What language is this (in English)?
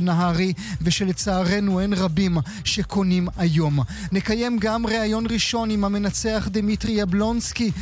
Hebrew